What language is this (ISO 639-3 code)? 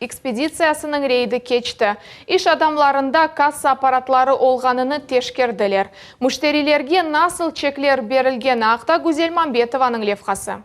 crh